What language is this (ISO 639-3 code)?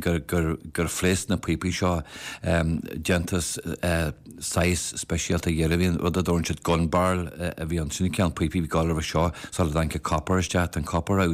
gle